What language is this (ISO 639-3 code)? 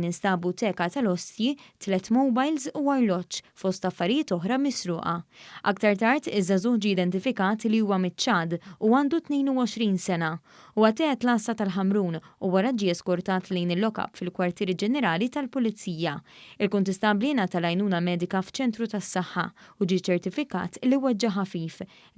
mlt